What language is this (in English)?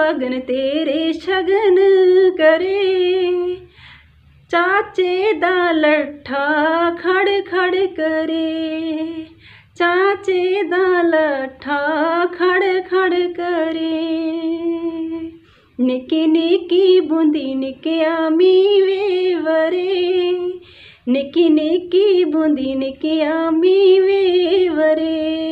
Punjabi